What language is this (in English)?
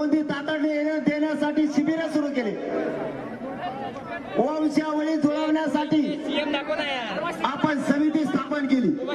Marathi